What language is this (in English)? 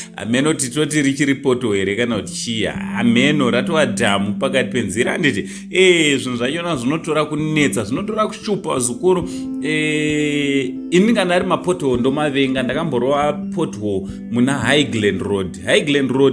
Shona